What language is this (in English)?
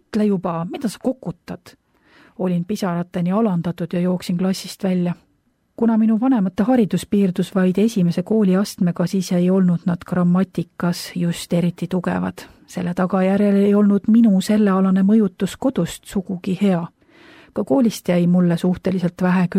Estonian